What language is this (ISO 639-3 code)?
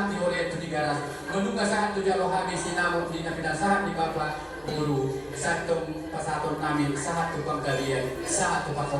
bbc